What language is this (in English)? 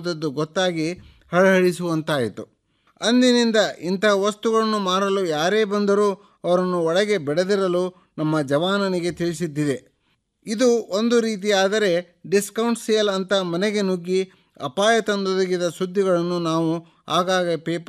Kannada